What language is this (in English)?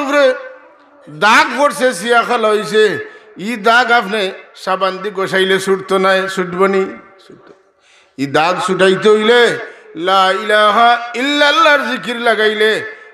Sylheti